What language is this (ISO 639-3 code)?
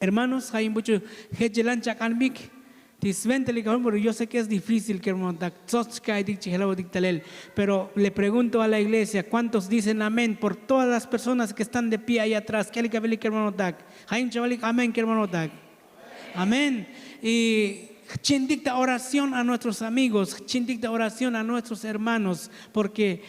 tzo